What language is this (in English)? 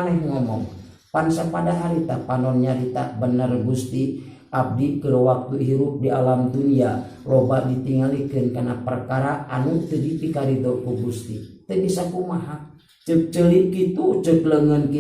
Sundanese